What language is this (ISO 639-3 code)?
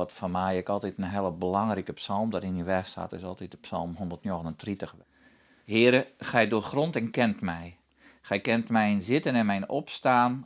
fry